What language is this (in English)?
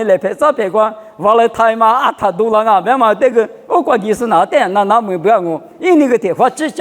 Lisu